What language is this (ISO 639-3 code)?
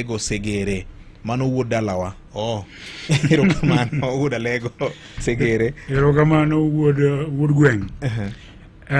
luo